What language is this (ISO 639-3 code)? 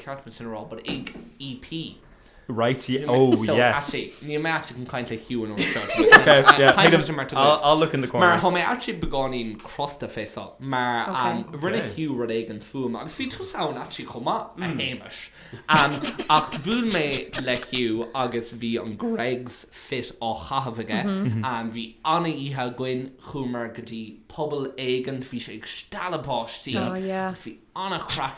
gle